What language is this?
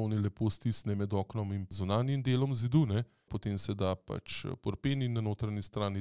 Slovenian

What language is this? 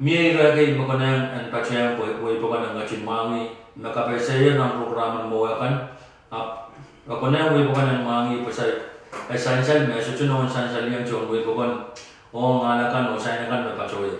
Pohnpeian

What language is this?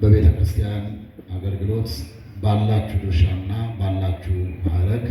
Amharic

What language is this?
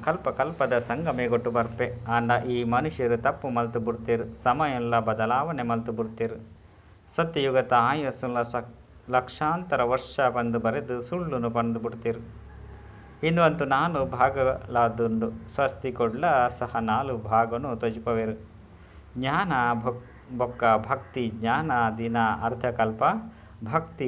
Tulu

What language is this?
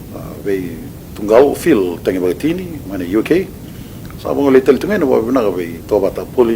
Fijian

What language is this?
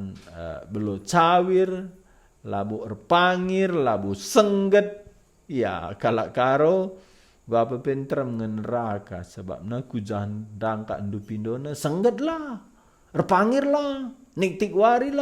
Batak Karo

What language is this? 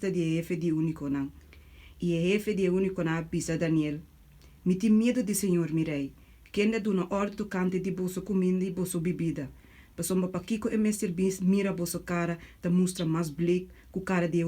Papiamento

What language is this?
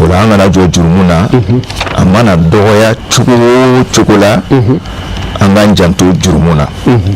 Bambara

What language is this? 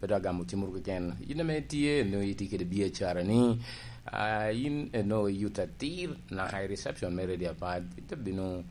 Lango (Uganda)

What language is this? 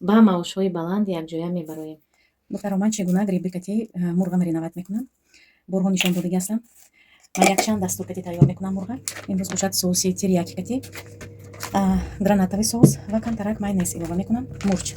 Tajik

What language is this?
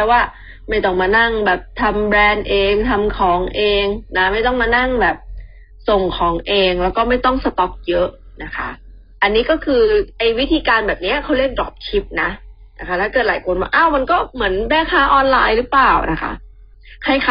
Thai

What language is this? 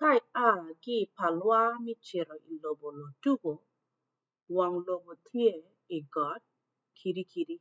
Acoli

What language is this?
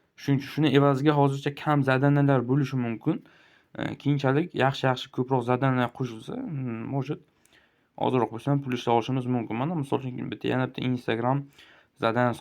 Uzbek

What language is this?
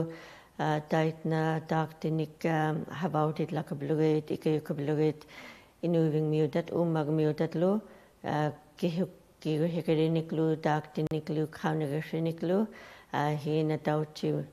Western Canadian Inuktitut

